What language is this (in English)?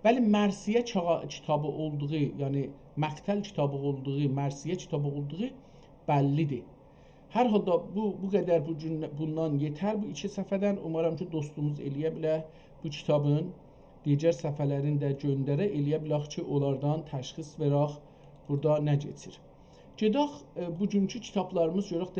South Azerbaijani